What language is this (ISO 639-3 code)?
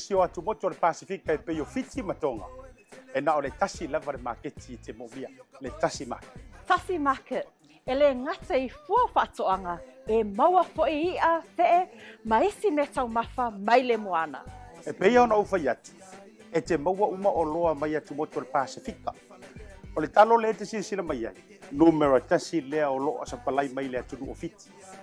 smo